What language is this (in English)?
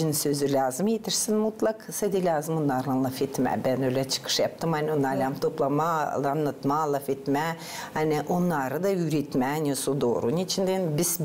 Gagauz